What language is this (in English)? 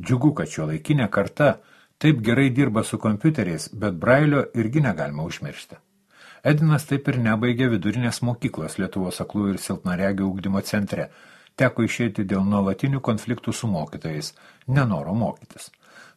Lithuanian